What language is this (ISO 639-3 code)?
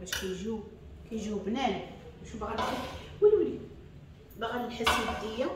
ary